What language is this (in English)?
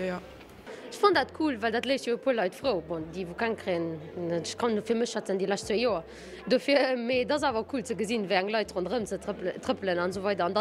Luxembourgish